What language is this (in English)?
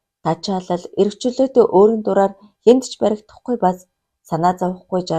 Mongolian